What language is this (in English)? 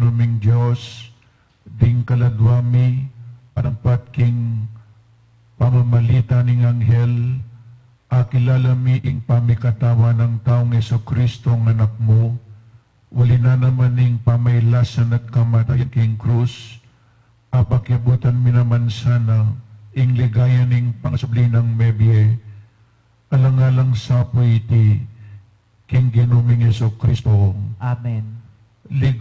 Pampanga